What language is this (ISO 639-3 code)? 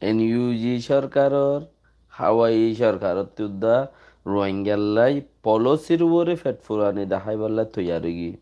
rhg